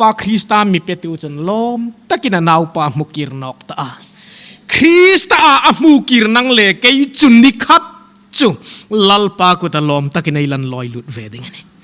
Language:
Hmar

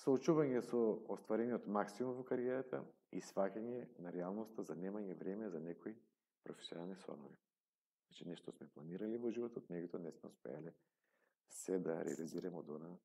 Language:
Macedonian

